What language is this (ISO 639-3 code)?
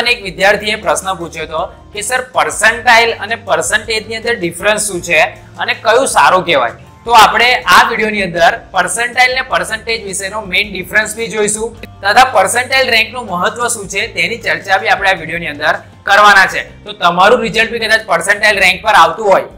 guj